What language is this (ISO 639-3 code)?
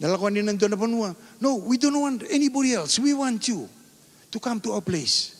fij